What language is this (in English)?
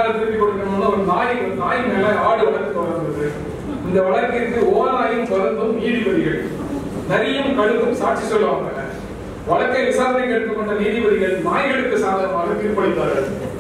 Tamil